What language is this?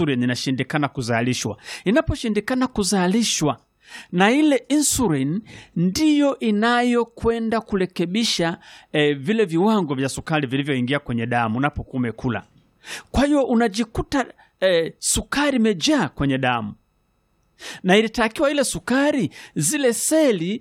Swahili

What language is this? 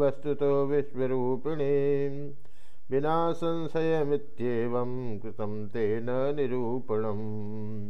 Sanskrit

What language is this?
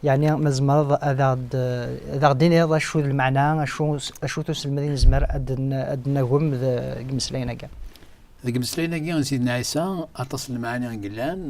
Kabyle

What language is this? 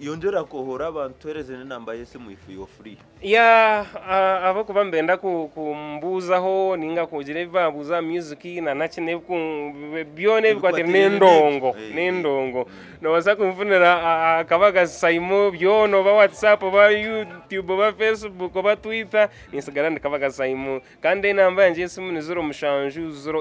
Nyankole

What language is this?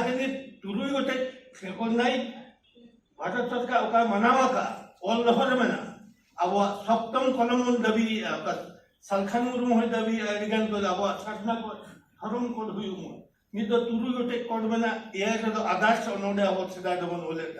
Santali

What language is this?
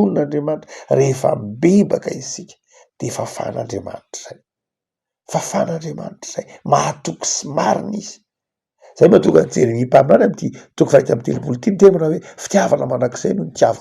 Malagasy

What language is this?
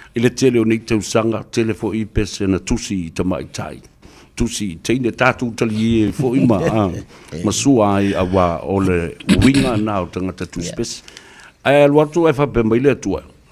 Samoan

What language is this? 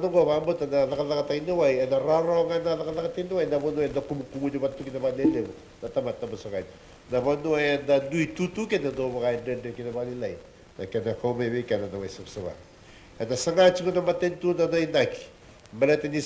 Fijian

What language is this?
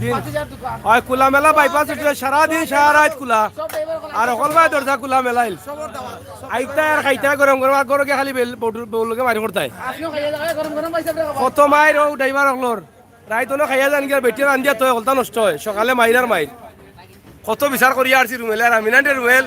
Sylheti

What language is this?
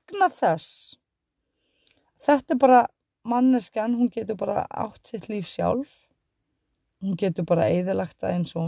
Icelandic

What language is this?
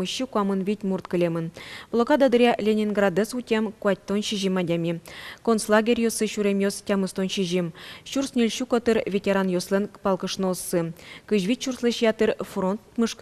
Udmurt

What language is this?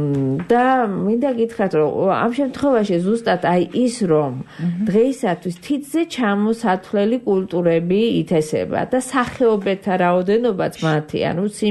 Georgian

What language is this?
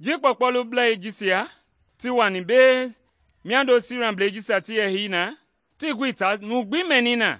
Mende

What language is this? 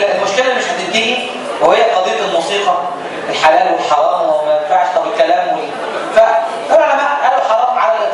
Egyptian Arabic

